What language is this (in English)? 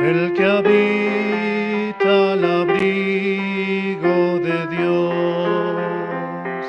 Aymara